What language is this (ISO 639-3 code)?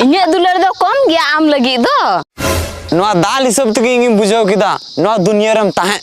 sat